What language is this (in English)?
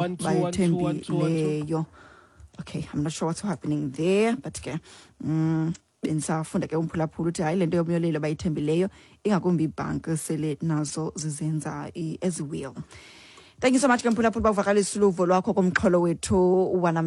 Xhosa